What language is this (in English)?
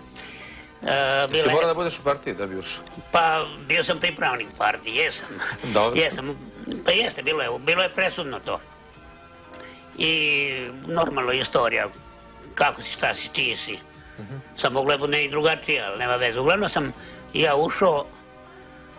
Serbian